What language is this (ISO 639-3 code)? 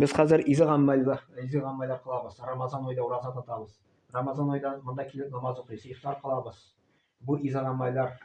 tat